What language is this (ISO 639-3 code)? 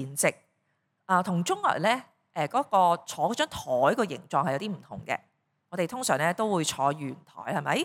yue